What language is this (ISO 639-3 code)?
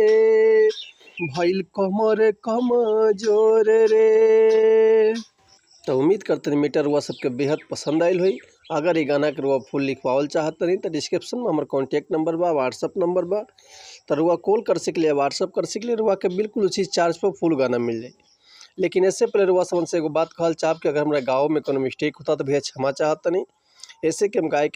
bho